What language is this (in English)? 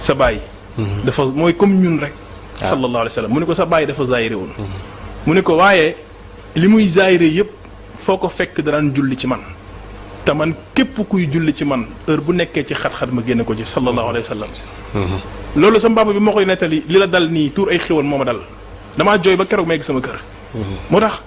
Wolof